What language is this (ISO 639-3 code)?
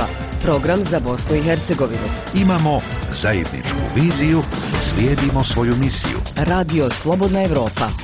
bos